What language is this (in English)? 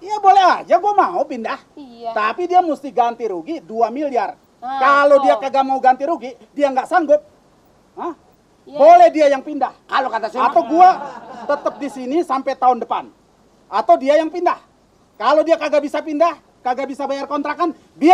Betawi